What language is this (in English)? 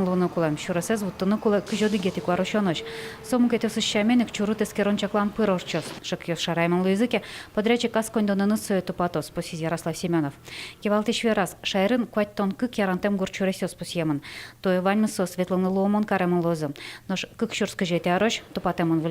Udmurt